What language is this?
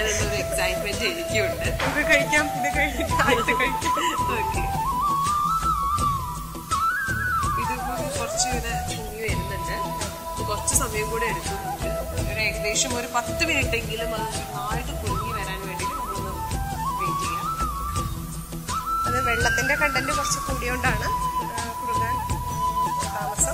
Malayalam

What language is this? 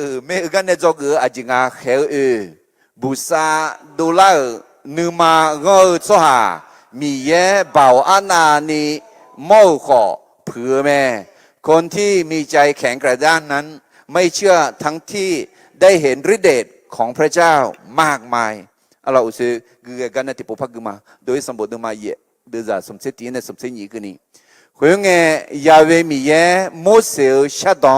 Akha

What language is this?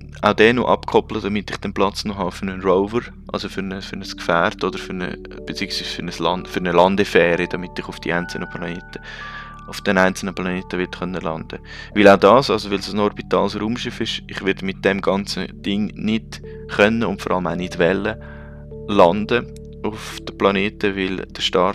Swiss German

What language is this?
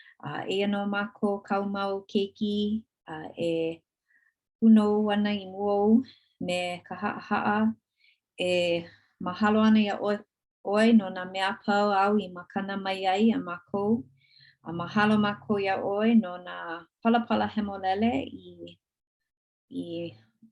Hawaiian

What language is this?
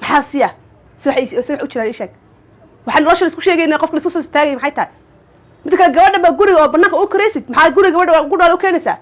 Somali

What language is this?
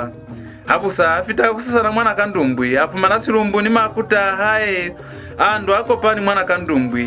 Lozi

